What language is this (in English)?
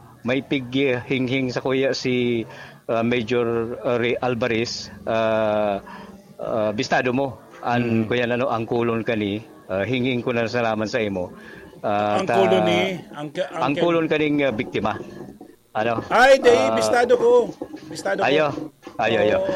Bikol